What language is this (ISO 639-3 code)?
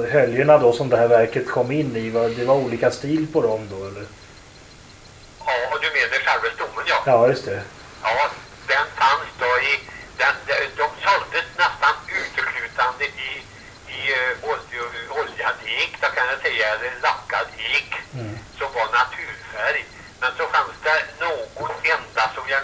swe